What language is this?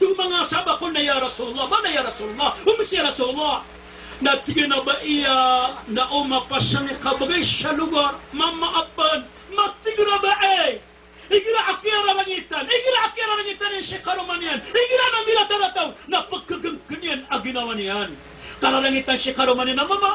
Maranao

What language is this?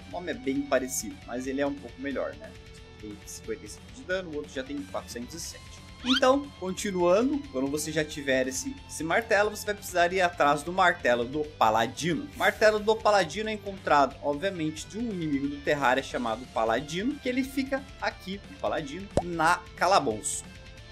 Portuguese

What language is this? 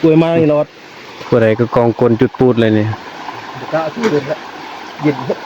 Northeastern Thai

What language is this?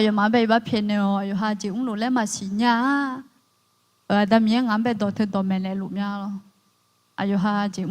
Akha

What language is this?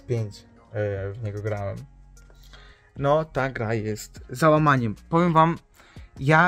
Polish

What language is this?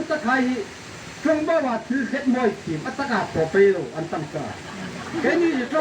Hmar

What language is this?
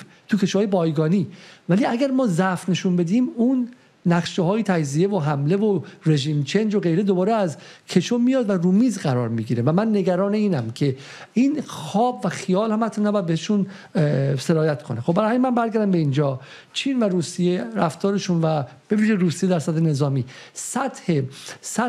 Persian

